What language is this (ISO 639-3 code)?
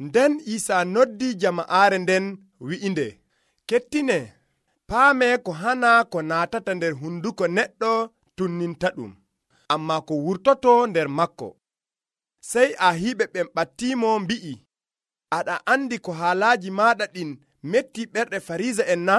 fuv